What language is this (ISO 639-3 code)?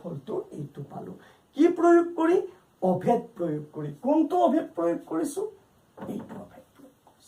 asm